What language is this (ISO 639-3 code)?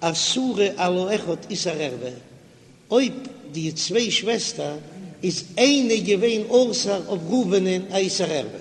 yid